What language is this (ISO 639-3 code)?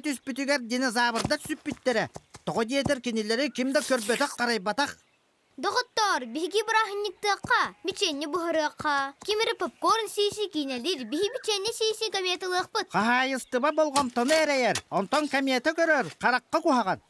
sah